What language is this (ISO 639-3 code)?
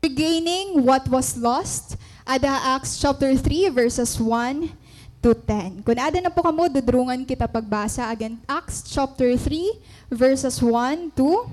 war